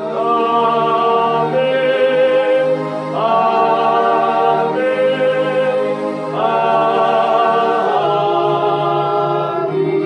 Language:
Batak Karo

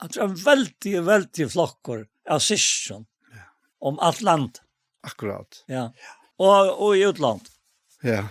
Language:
Faroese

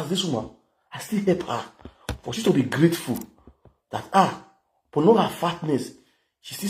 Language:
Nigerian Pidgin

